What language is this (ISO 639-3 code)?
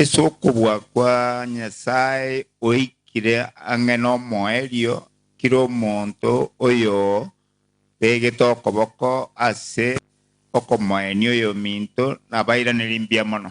guz